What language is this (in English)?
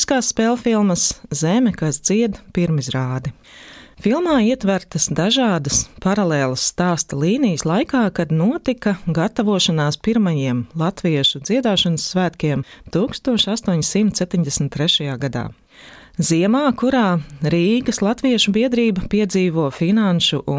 Latvian